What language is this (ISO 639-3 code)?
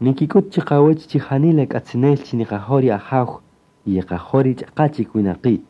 cak